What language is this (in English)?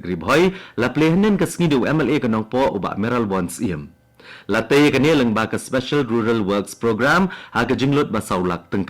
Khasi